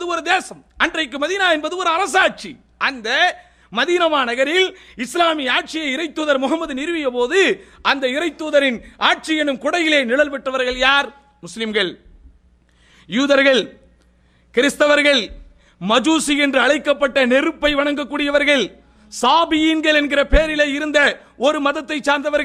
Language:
Tamil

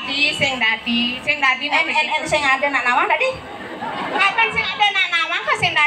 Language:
Balinese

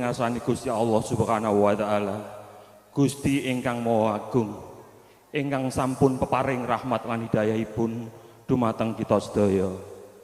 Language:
Javanese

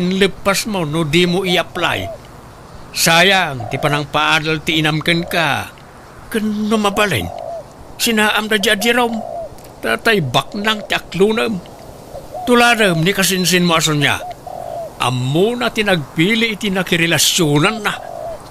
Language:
Iloko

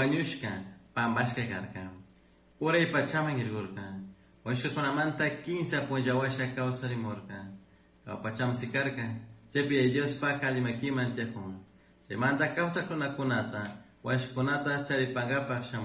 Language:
Chimborazo Highland Quichua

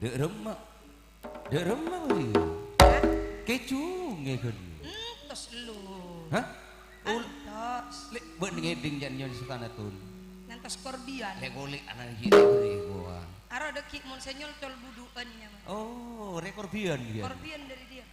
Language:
Madurese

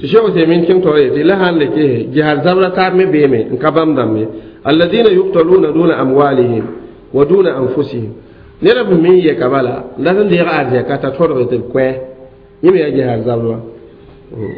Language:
Mossi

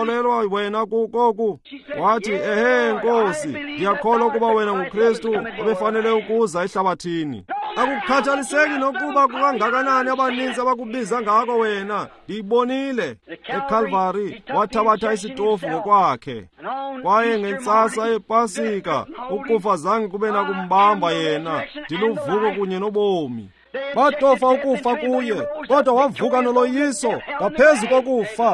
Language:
Xhosa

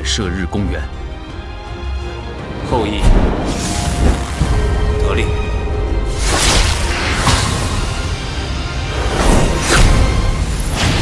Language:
Chinese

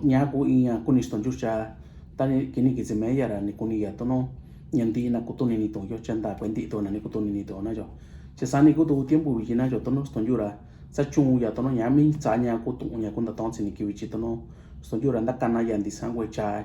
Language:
Mixtepec Mixtec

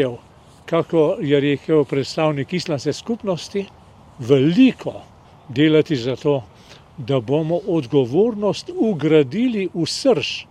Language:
Slovenian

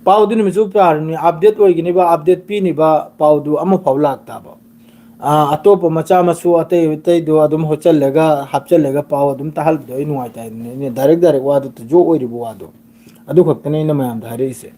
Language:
Manipuri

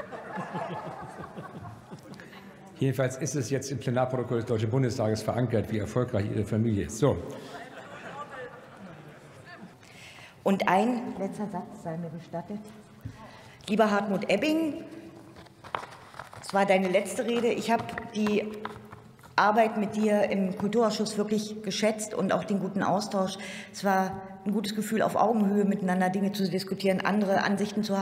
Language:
German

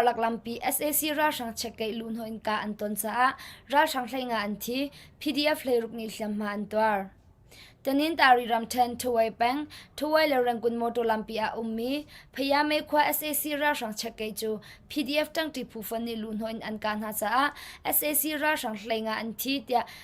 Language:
Hakha Chin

